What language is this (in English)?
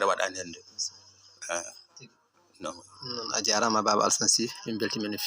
Fula